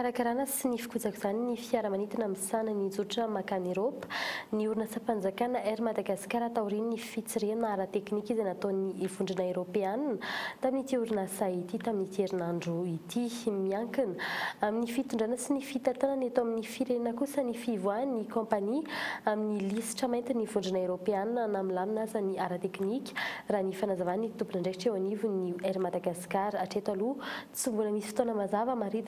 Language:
Malagasy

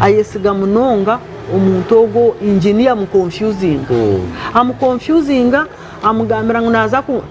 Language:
Nyankole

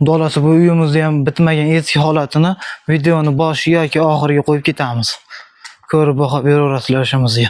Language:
Uzbek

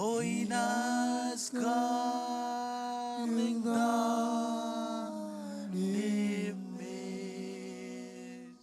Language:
Marshallese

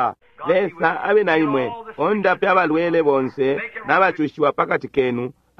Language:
Bemba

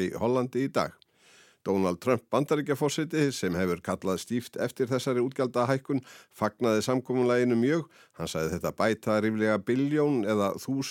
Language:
Icelandic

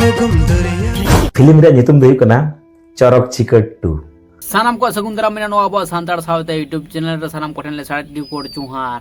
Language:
Santali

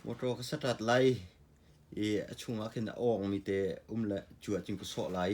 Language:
Hakha Chin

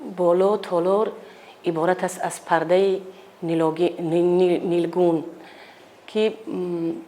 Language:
Tajik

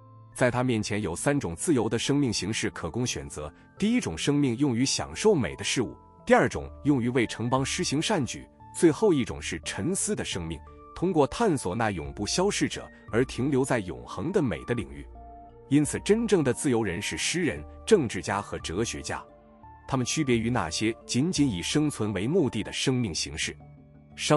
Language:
Chinese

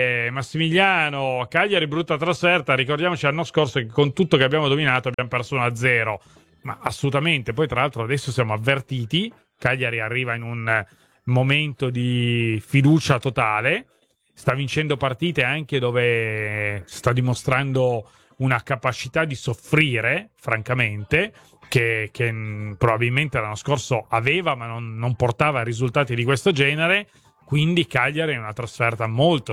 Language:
Italian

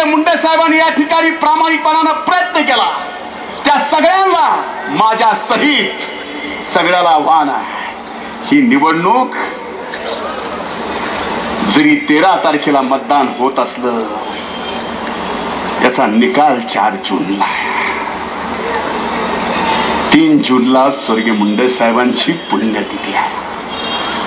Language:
Marathi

